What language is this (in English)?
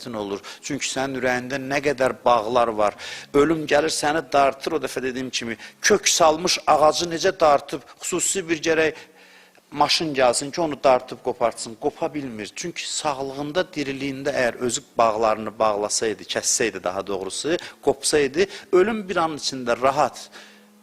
Azerbaijani